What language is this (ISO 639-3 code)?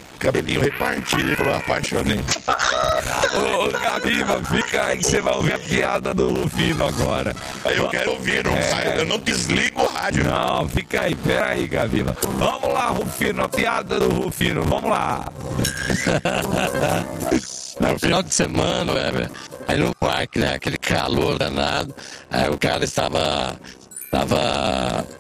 por